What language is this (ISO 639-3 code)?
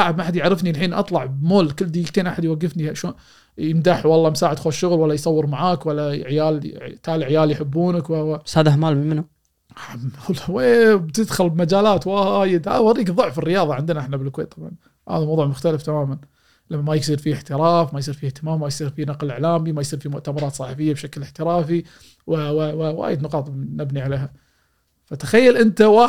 afb